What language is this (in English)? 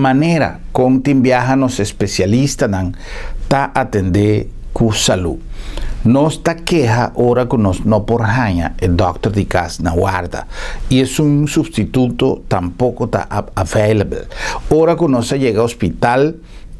Papiamento